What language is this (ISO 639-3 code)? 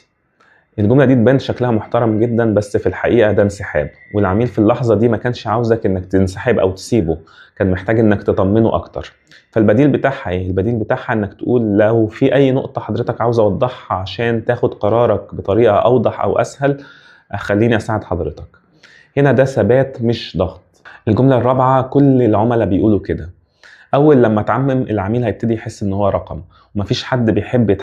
arz